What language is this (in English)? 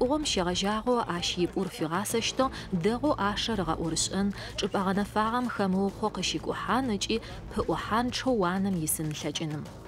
Adyghe